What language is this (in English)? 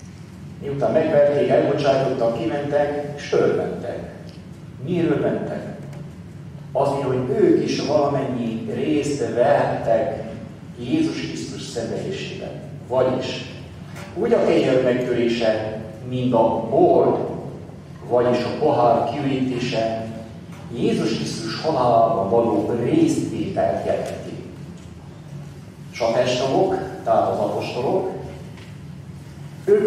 Hungarian